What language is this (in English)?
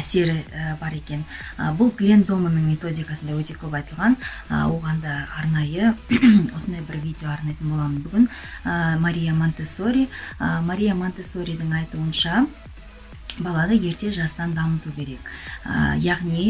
Kazakh